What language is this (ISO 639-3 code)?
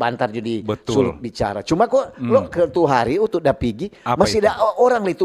xmm